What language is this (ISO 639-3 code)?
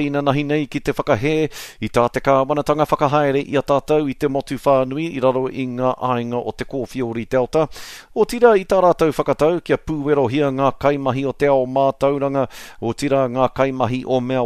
mri